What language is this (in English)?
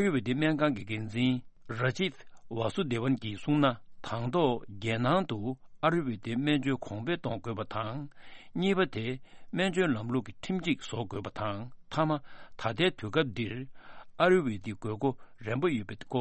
Tibetan